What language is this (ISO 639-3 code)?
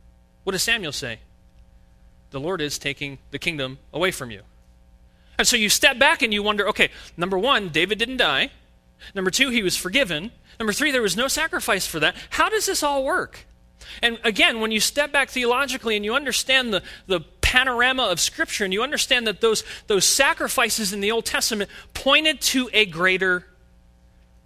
eng